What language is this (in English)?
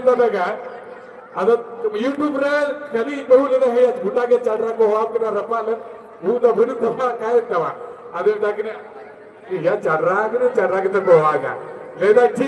Santali